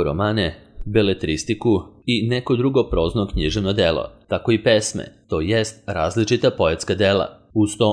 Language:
Serbian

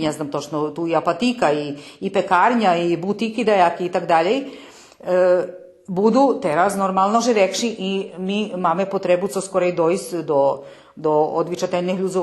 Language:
Rusyn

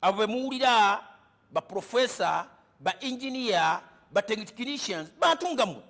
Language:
Ganda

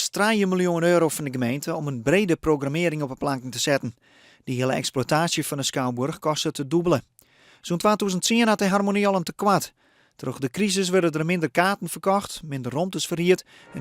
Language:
Western Frisian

